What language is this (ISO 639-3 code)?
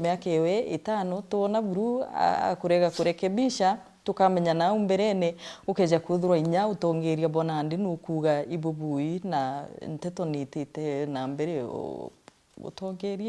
mer